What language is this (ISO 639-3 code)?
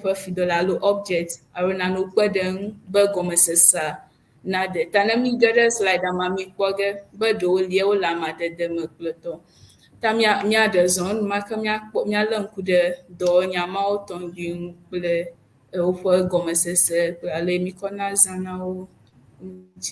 ewe